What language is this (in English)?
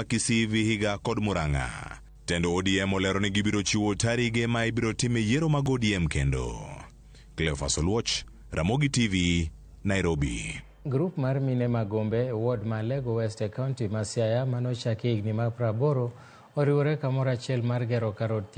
Luo (Kenya and Tanzania)